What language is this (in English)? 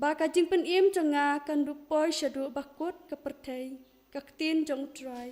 Khasi